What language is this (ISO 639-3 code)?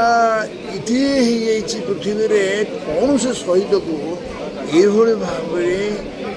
ori